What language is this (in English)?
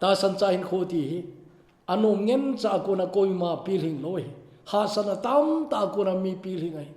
Thado Chin